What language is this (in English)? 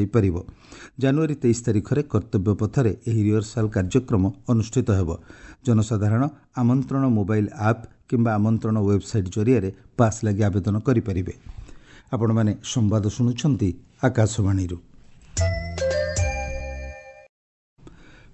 Odia